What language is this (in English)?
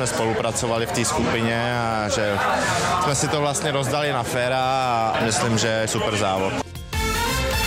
Czech